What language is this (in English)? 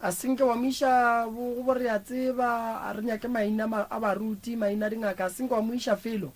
Northern Sotho